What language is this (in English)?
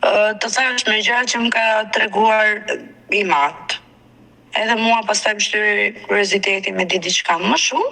Albanian